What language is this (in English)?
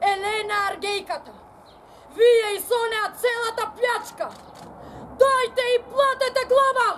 Macedonian